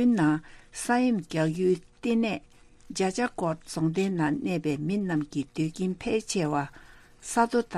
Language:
Tibetan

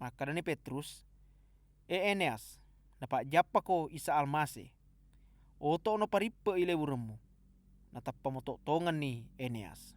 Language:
Buginese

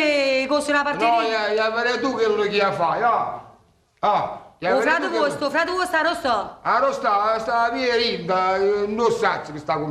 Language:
Neapolitan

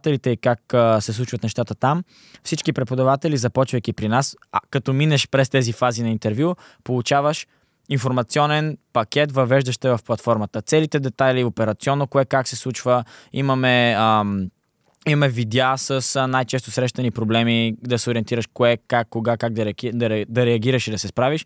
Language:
Bulgarian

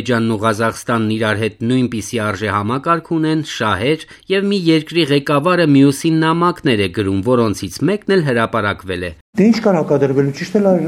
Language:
Armenian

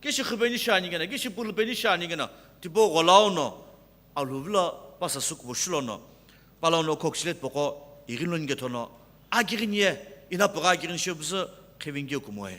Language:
Sumi Naga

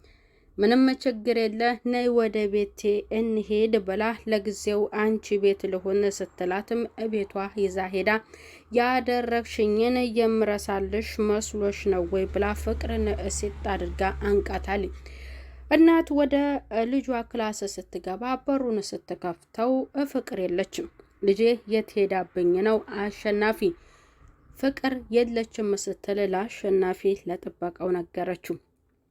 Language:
Amharic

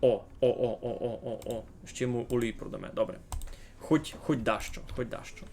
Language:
Rusyn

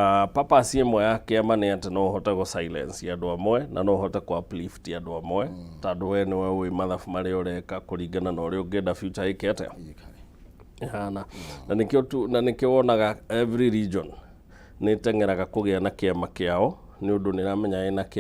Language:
Kikuyu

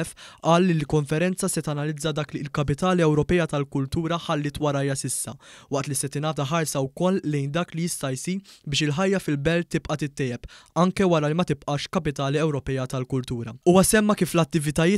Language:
Maltese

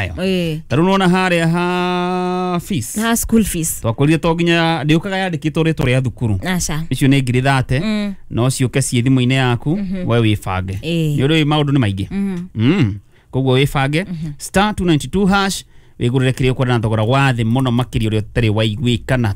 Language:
Kikuyu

